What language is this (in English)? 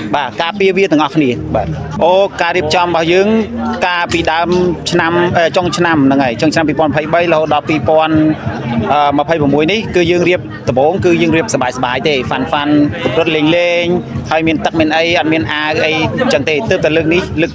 Khmer